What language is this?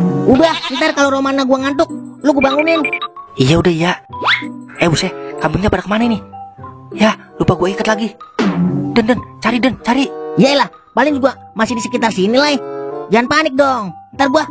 Betawi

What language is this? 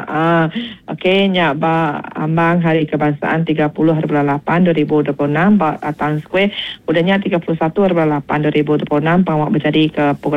Iban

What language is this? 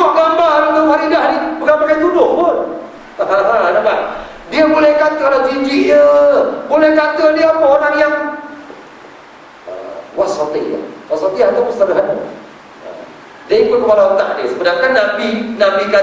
Malay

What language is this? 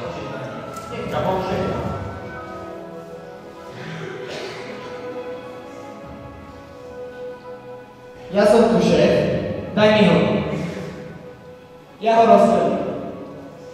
Slovak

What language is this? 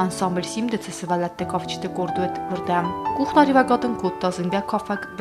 Ossetic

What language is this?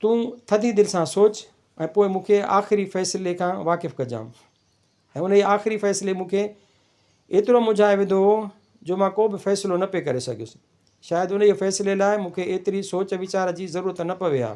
Sindhi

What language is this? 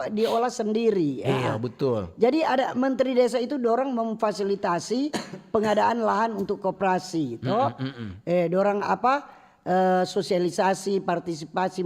Manado Malay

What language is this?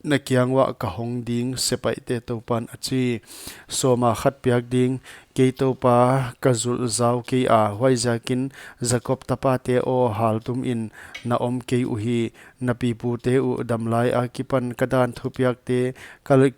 Paite Chin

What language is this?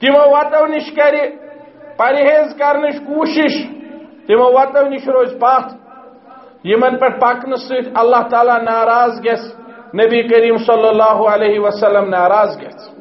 Kashmiri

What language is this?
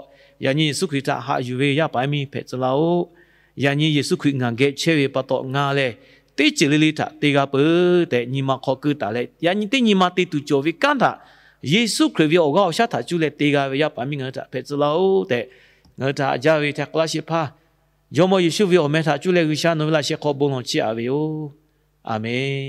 Lahu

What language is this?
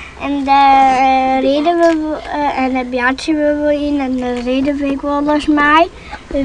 Western Frisian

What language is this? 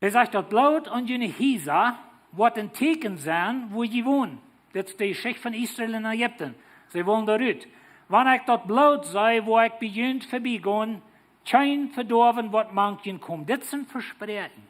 Plautdietsch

